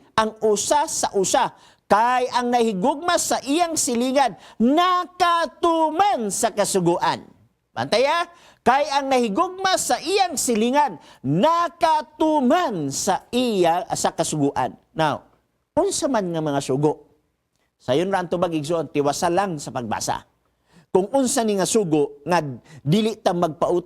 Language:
Cebuano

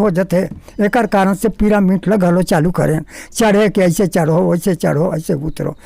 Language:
Chhattisgarhi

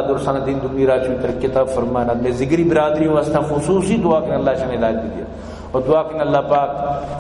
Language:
Baluchi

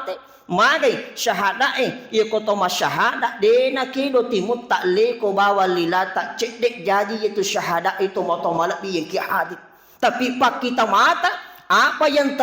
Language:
Buginese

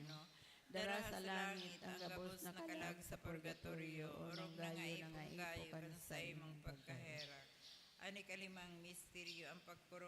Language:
Bikol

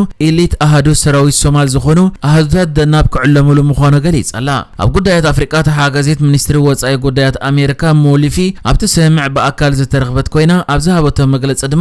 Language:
Tigrinya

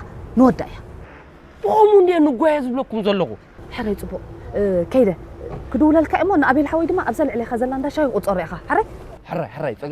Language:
Tigrinya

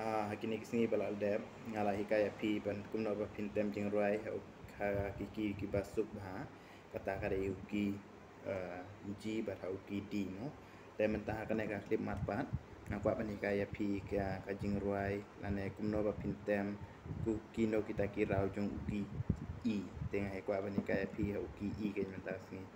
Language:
Khasi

